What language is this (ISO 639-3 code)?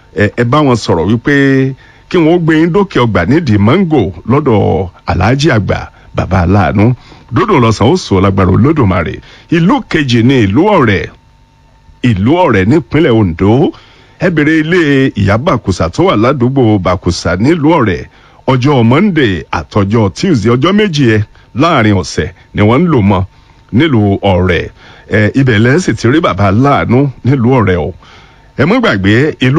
yor